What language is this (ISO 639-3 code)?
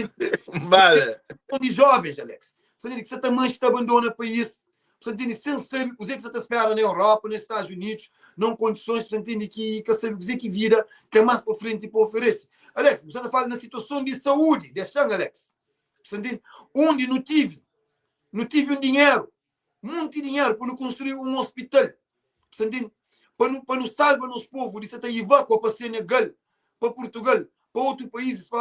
kea